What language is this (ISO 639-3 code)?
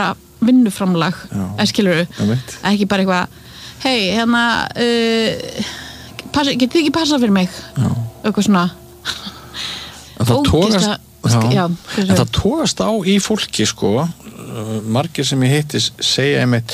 isl